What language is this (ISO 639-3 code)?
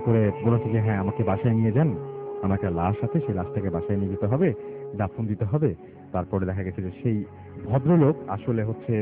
ben